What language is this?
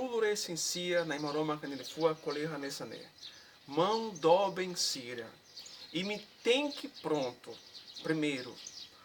Tetum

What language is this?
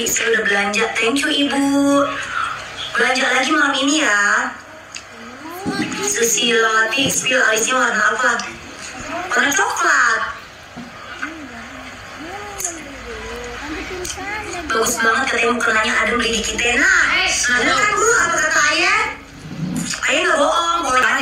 Indonesian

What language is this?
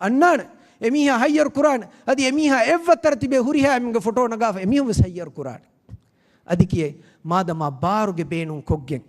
Divehi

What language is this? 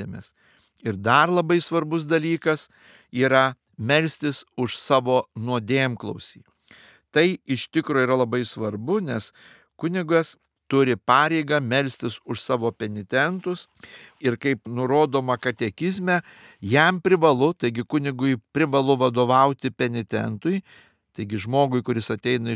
Lithuanian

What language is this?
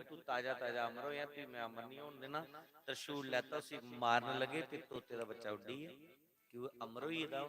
Dogri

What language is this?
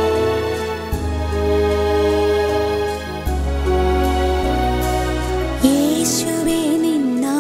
Malayalam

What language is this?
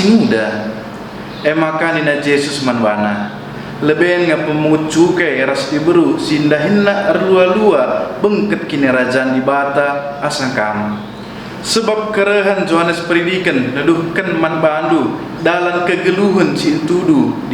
Batak Karo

